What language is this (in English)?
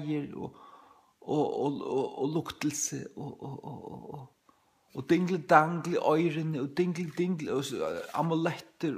Faroese